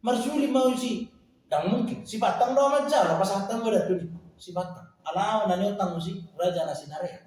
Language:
Batak Toba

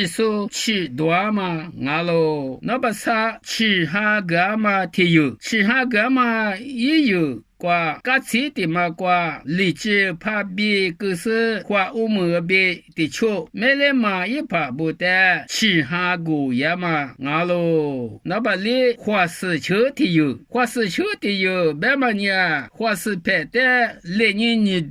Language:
Lisu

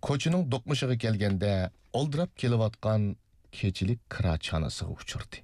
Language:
Uyghur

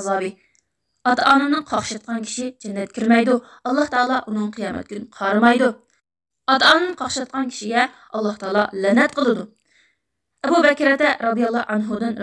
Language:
Uyghur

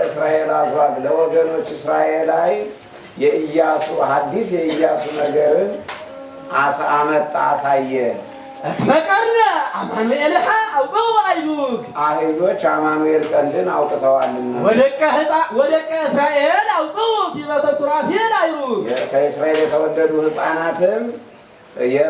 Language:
Amharic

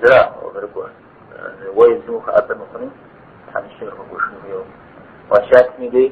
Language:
Kabardian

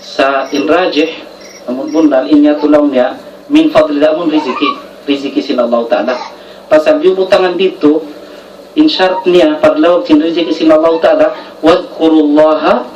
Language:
Tausug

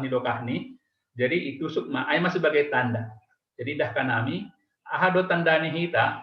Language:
Batak Simalungun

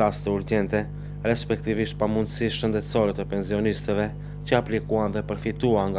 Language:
Albanian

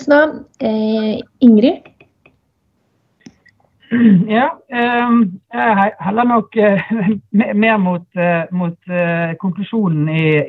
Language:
Norwegian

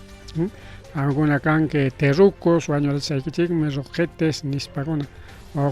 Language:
Ayacucho Quechua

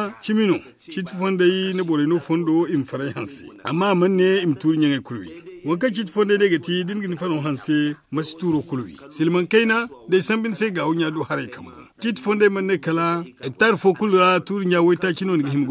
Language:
Zarma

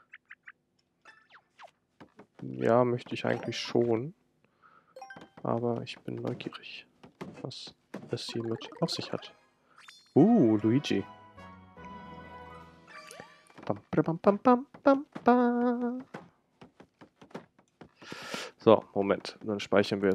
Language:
German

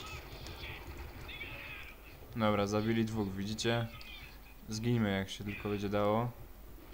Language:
Polish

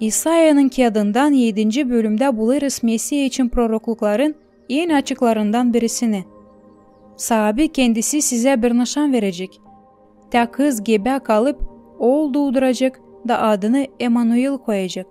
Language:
Gagauz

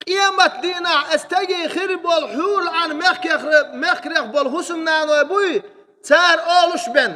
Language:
Chechen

